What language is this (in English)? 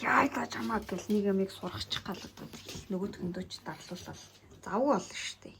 Mongolian